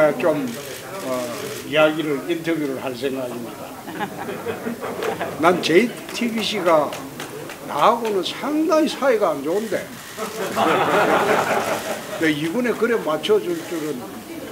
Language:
Korean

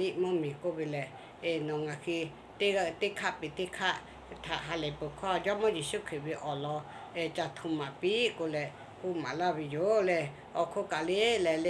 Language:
Lahu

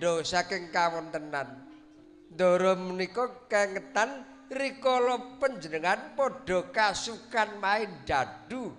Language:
Javanese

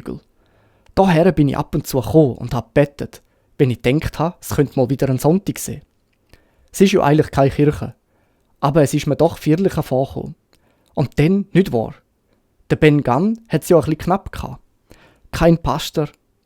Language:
Swiss German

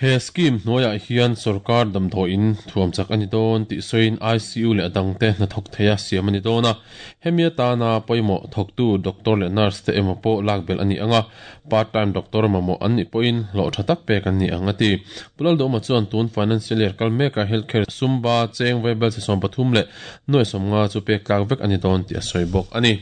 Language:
Mizo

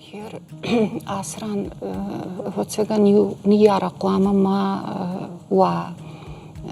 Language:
Ossetic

